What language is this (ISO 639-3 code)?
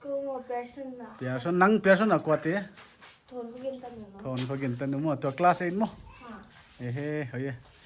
pck